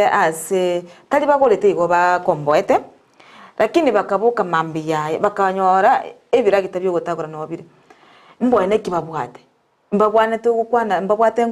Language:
Gusii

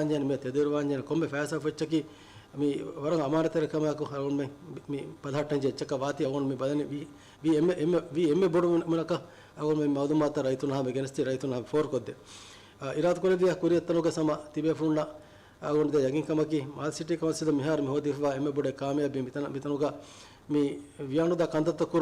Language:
Divehi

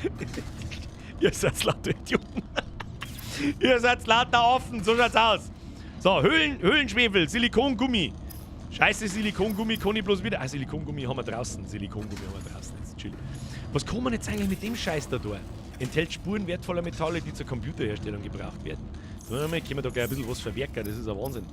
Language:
Bavarian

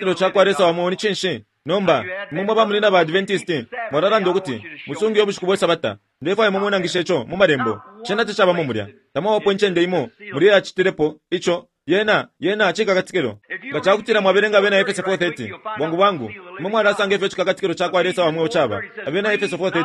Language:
Bemba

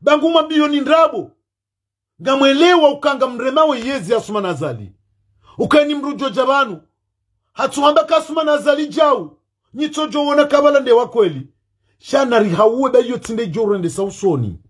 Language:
Ngazidja Comorian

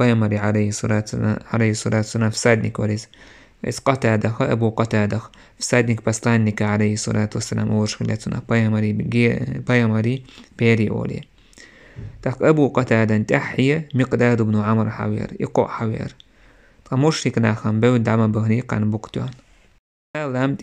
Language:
Chechen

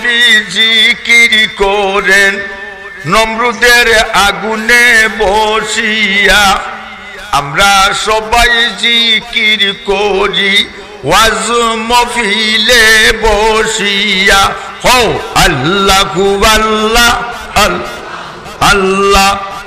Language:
Sylheti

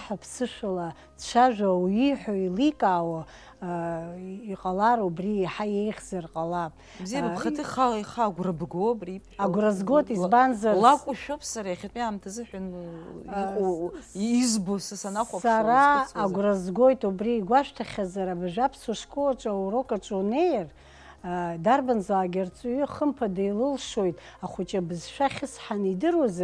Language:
Abkhazian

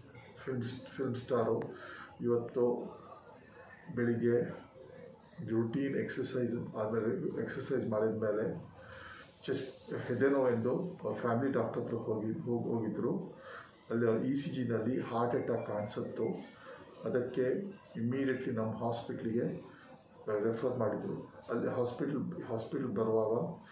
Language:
Kannada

